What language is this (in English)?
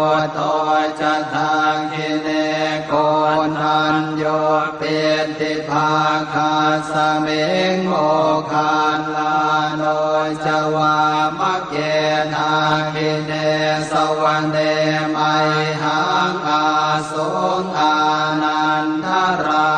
Pali